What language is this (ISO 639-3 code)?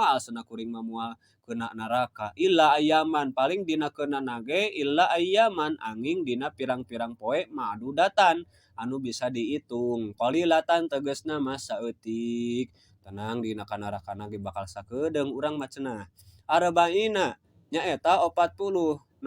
sun